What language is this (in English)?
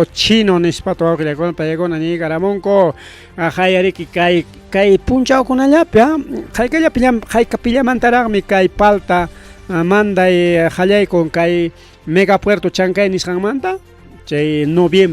Ayacucho Quechua